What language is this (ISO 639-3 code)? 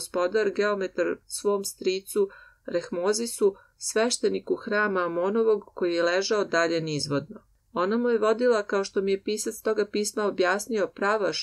srp